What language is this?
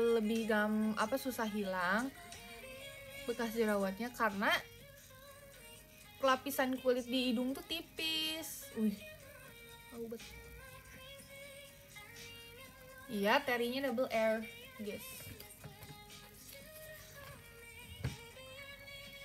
Indonesian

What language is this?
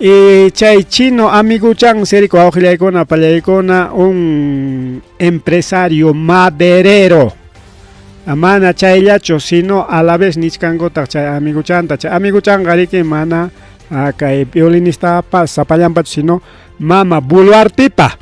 Ayacucho Quechua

